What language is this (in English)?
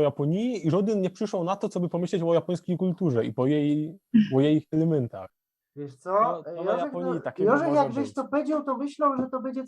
Silesian